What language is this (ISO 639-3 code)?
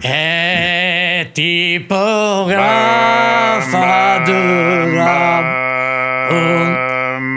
srd